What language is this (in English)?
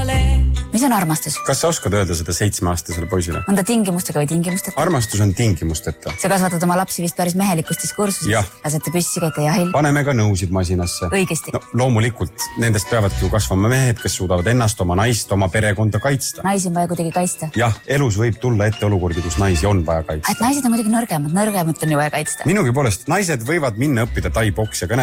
Estonian